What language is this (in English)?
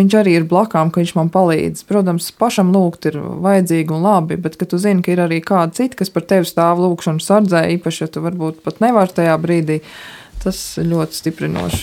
Latvian